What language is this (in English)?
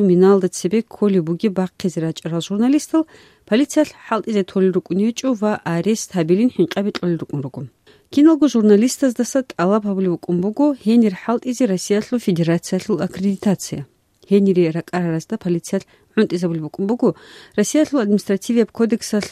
Avaric